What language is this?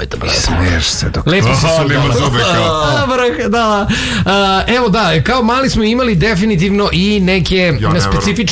Serbian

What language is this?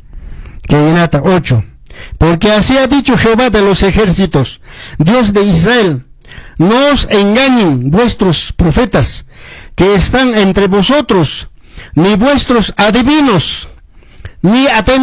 Quechua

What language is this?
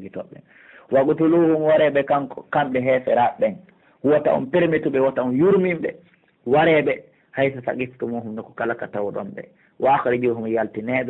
Pular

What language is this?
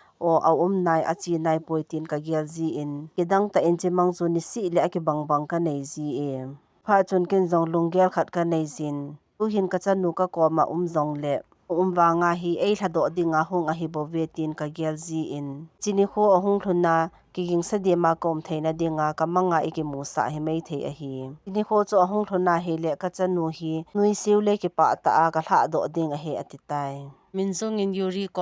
Thado Chin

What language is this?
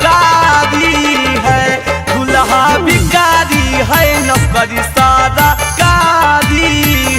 Magahi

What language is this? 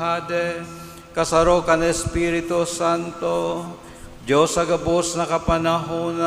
Bikol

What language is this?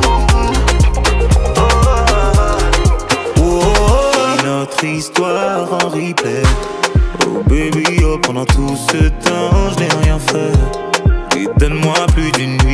French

